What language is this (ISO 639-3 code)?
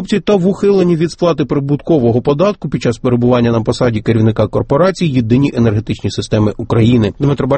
ukr